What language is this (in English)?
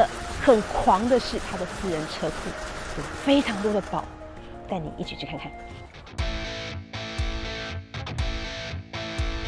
Chinese